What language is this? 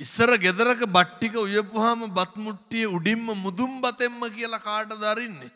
Sinhala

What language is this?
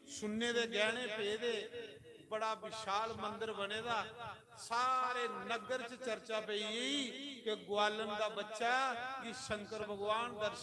Dogri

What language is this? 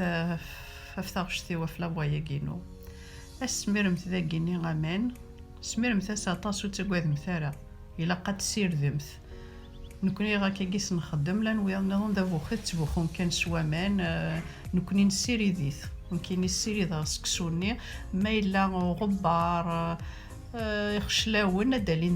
Kabyle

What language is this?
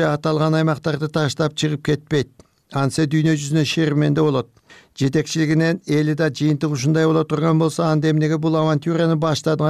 Kyrgyz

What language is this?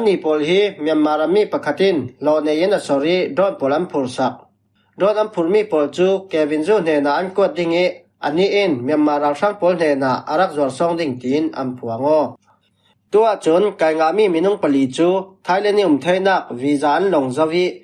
Falam Chin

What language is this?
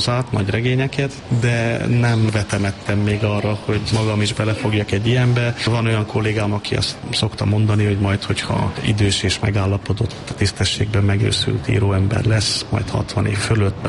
Hungarian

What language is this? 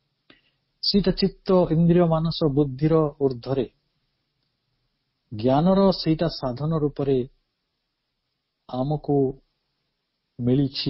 Odia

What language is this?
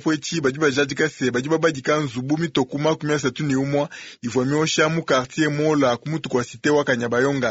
Luba-Lulua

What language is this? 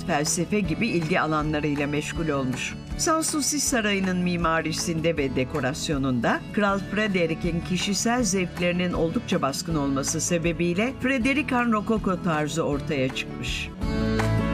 Turkish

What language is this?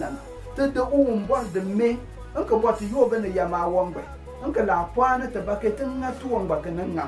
Konkomba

